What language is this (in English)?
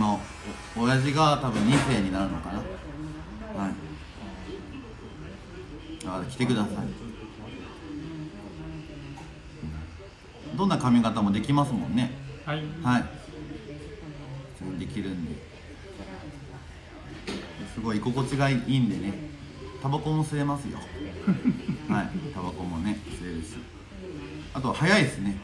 Japanese